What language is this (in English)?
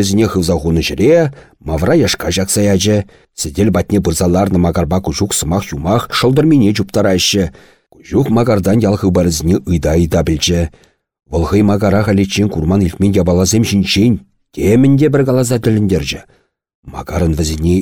Chuvash